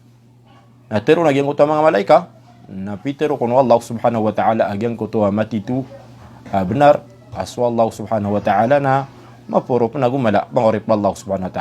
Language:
Maranao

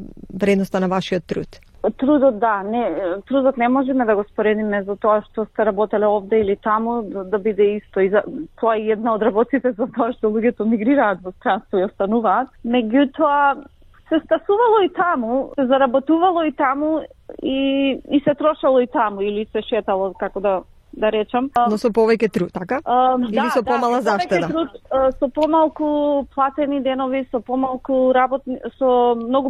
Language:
Macedonian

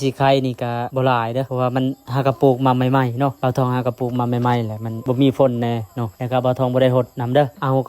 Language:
Lao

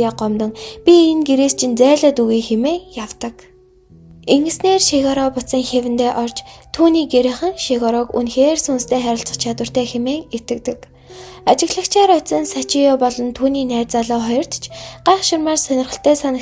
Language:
Mongolian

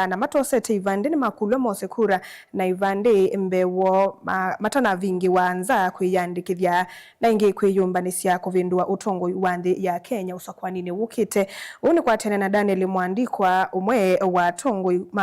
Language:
Kamba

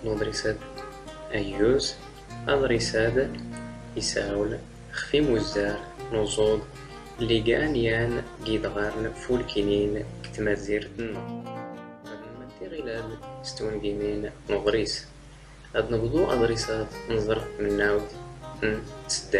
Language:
Standard Moroccan Tamazight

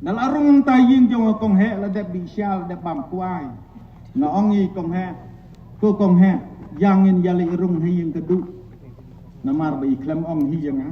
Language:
Khasi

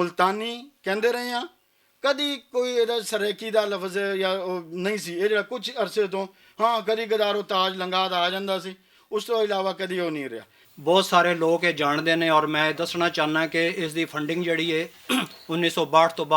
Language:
Western Panjabi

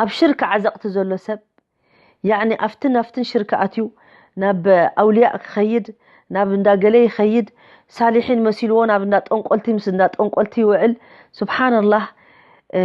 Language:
Tigrinya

